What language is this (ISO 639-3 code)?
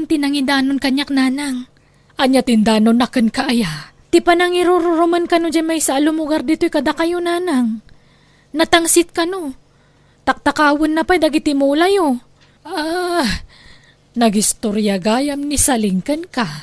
ilo